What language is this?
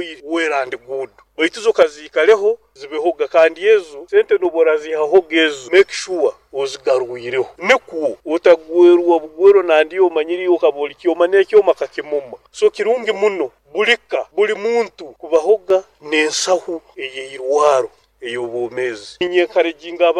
Nyoro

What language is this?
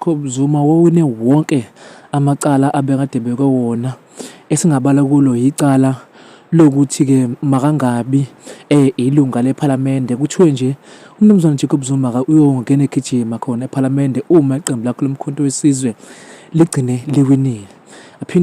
Zulu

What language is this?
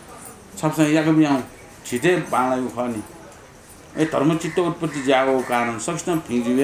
Newari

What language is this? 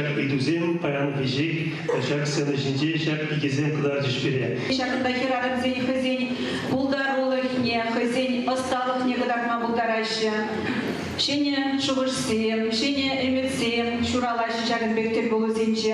Chuvash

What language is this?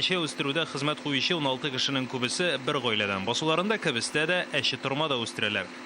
Tatar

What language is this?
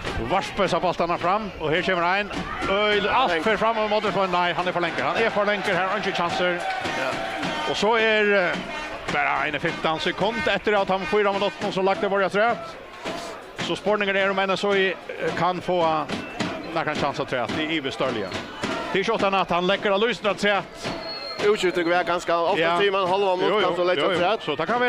Faroese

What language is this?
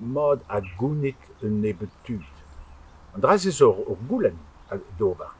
Breton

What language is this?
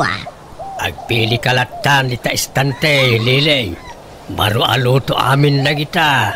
Iloko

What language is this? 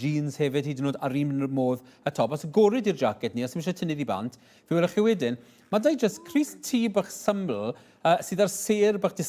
Welsh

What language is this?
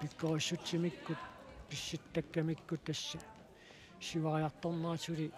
Kalaallisut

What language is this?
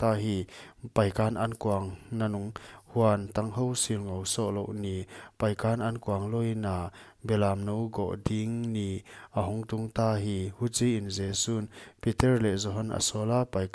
Paite Chin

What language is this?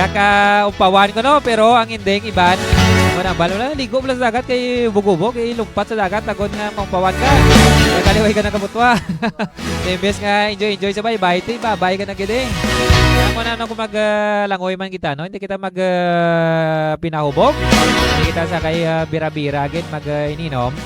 Hiligaynon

